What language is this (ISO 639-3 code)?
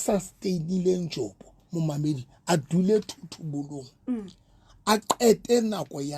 sot